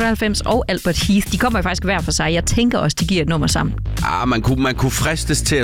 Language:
Danish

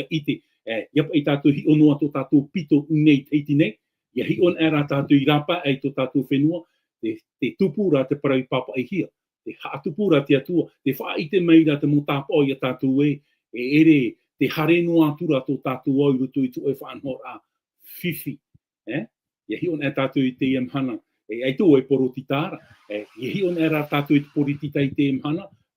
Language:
Tahitian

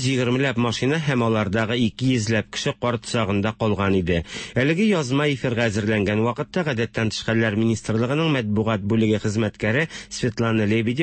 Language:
Tatar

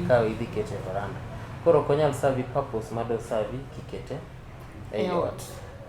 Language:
Luo (Kenya and Tanzania)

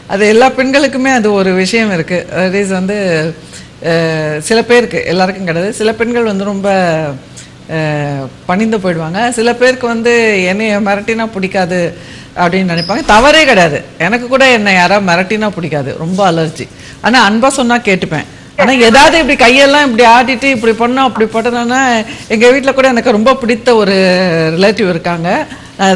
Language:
Tamil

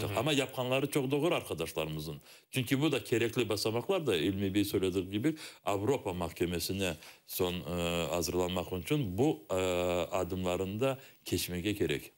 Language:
Crimean Tatar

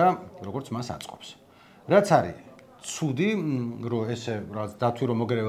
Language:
Georgian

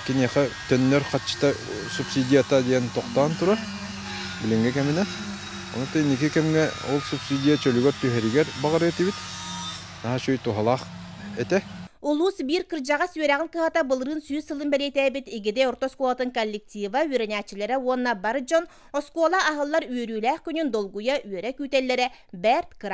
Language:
Yakut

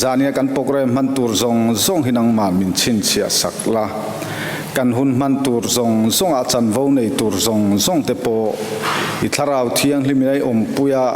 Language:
Mizo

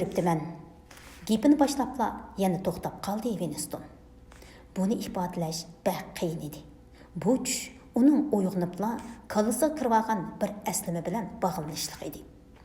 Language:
Uyghur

